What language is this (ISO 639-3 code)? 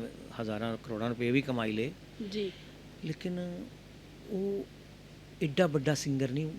doi